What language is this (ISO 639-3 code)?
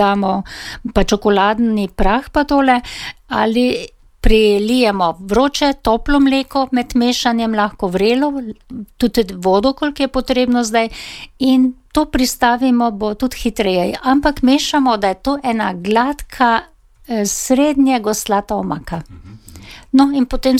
slv